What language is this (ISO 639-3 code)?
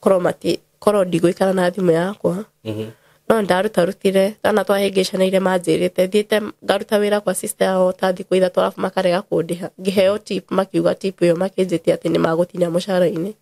kik